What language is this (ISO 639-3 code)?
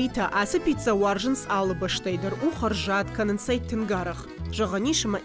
oss